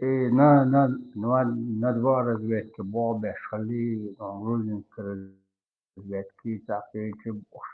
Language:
Chechen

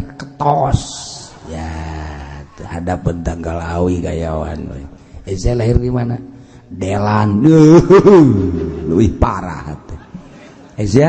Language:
Sundanese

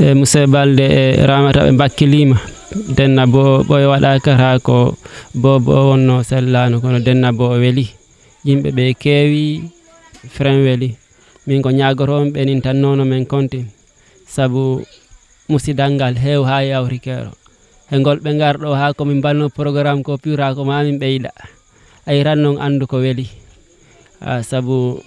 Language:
Fula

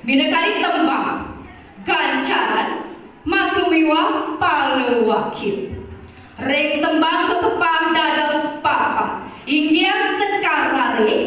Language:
Balinese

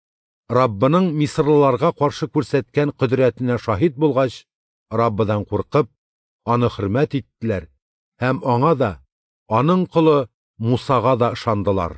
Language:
Tatar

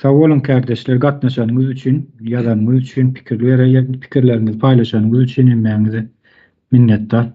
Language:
Turkmen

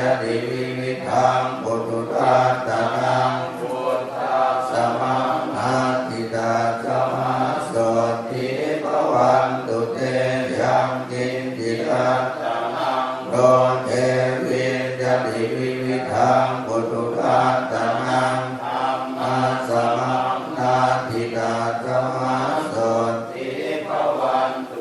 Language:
Pali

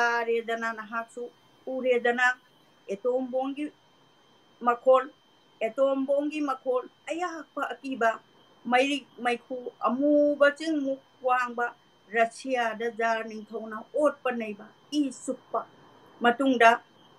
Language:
Manipuri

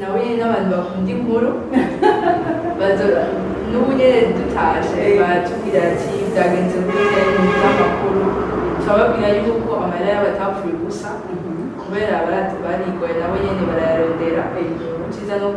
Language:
Rundi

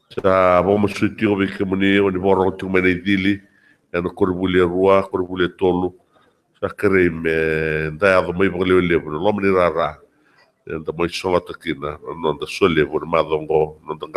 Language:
Fijian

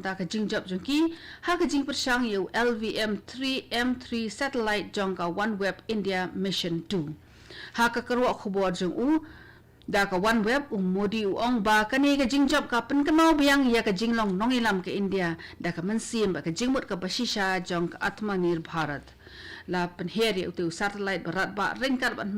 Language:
Khasi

